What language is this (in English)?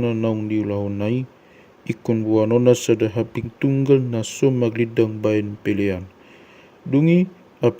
Batak Toba